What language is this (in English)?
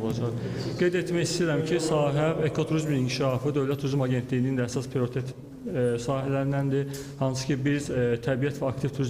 Azerbaijani